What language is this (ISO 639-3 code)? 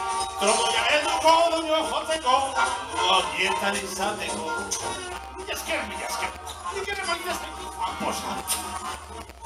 eus